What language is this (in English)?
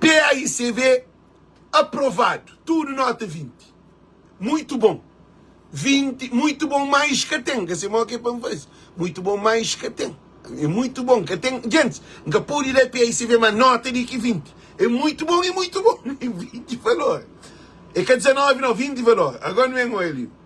Kabuverdianu